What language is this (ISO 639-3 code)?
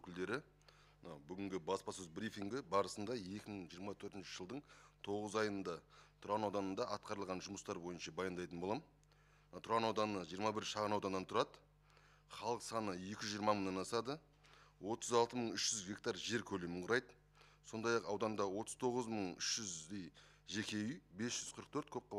kaz